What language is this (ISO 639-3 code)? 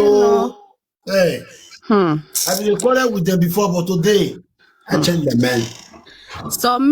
pcm